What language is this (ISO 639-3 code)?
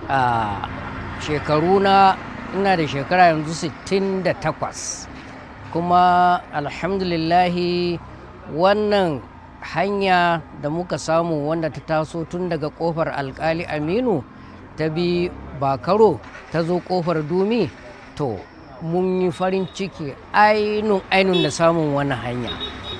hau